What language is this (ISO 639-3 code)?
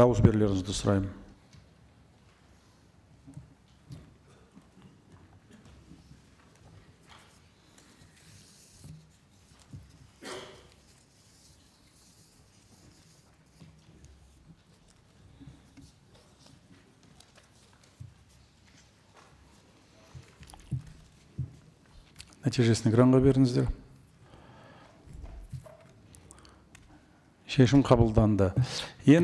kaz